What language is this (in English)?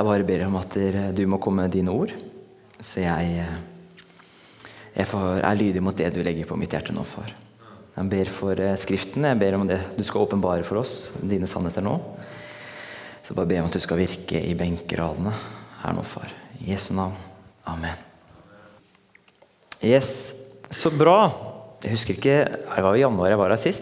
Norwegian